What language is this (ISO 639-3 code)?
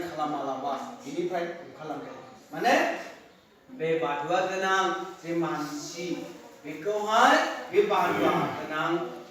brx